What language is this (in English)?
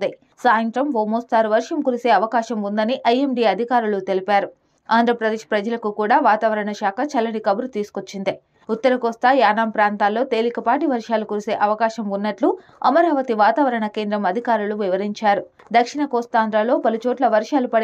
Telugu